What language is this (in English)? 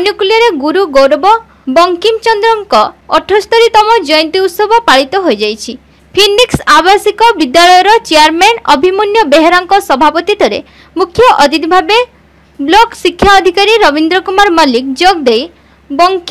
Odia